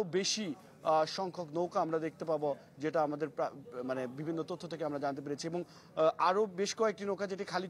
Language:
Bangla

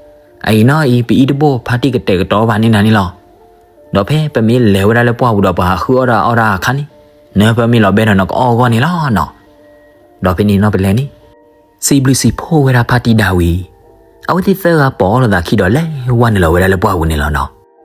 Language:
S'gaw Karen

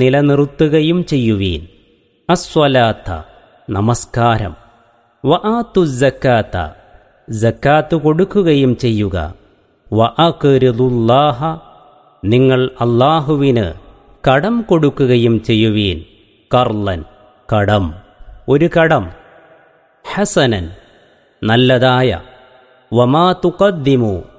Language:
Malayalam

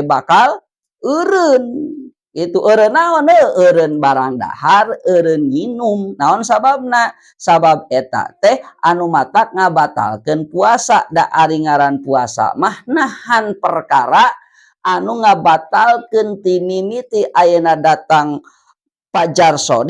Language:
Sundanese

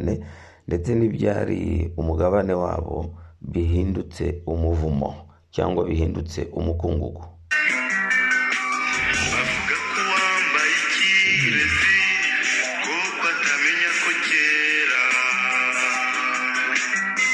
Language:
Kinyarwanda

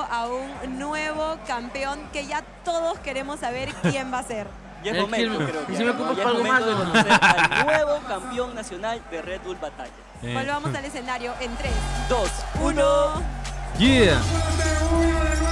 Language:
Spanish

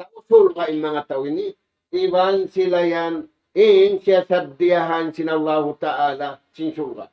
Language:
Tausug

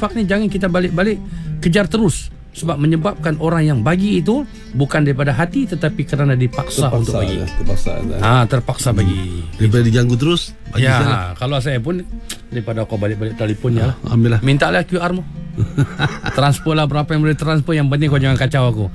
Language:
Malay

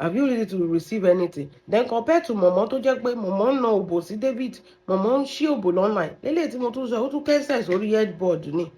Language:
Yoruba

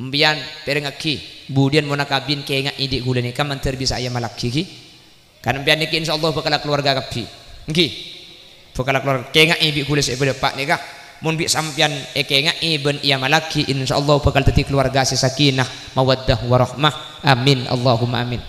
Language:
Madurese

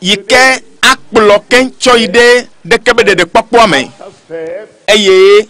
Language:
Ewe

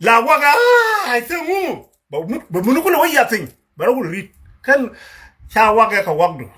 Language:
Nuer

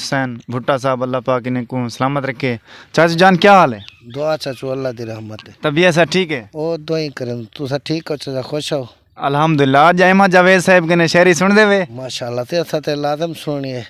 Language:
Saraiki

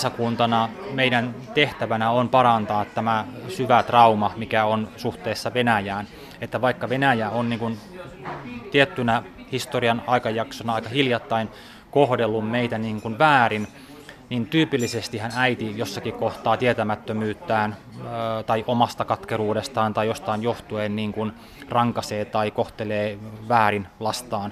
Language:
Finnish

